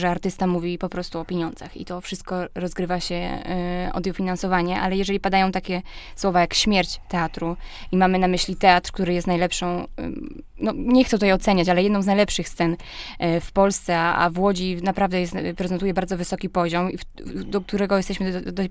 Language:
Polish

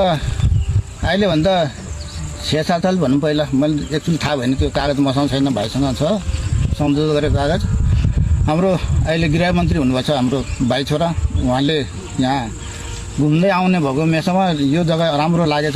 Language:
Nepali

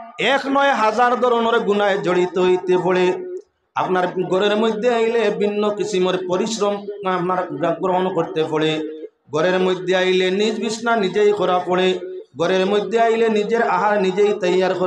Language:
Bangla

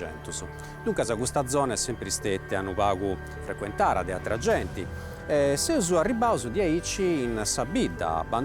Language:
Sardinian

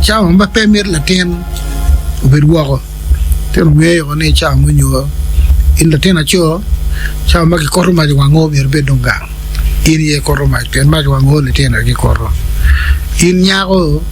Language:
Acoli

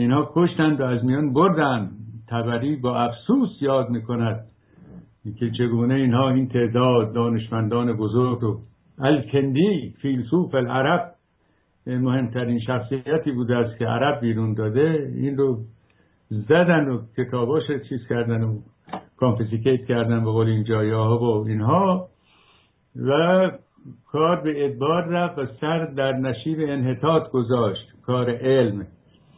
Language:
Persian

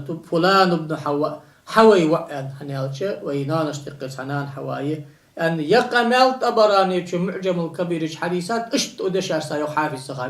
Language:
Ingush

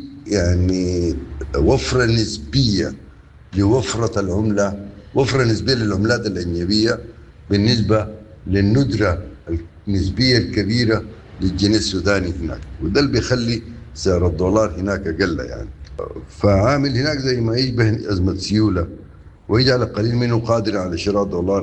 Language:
Sudanese Arabic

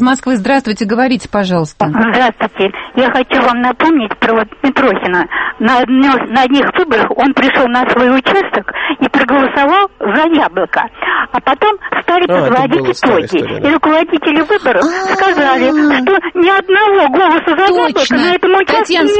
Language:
Russian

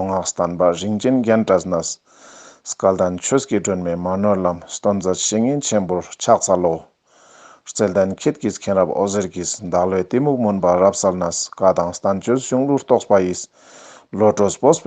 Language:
Ladakhi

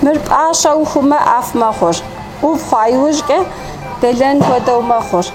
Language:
Kabardian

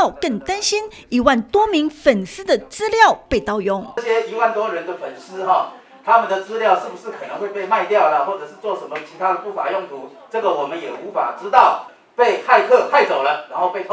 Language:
Chinese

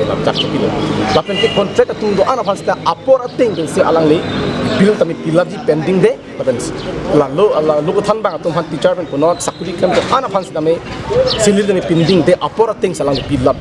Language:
Karbi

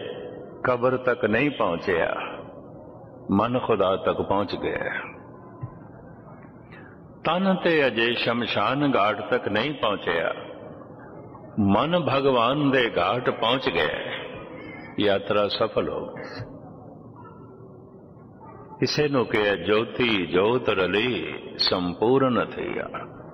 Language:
Punjabi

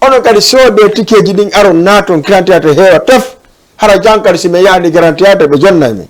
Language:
Fula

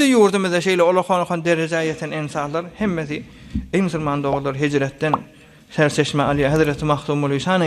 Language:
Turkmen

